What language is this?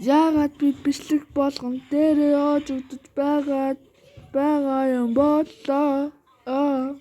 Mongolian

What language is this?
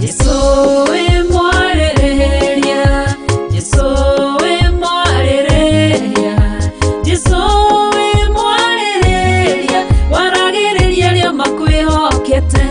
Kikuyu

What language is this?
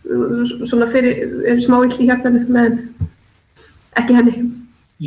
Icelandic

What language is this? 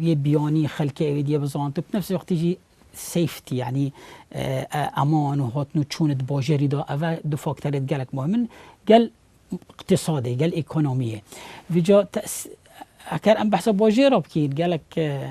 Kurdish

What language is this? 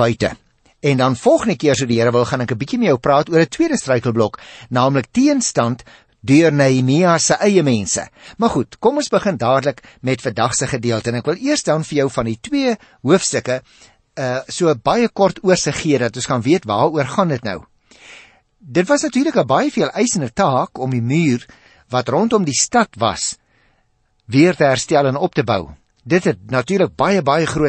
Afrikaans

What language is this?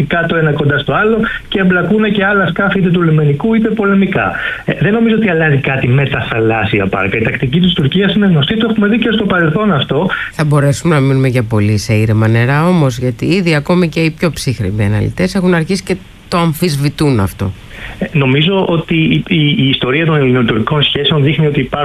Greek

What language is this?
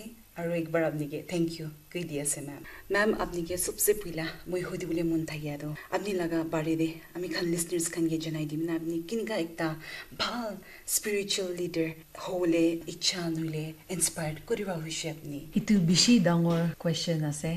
Naga Pidgin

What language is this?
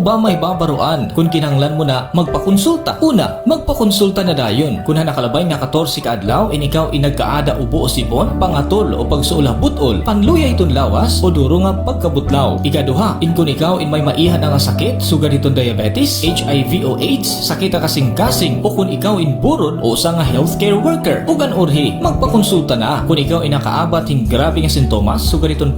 Waray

